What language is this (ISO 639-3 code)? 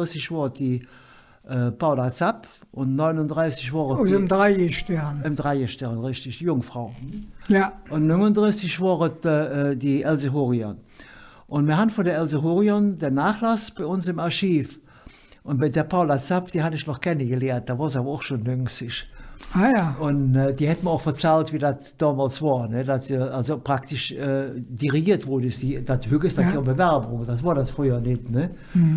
ksh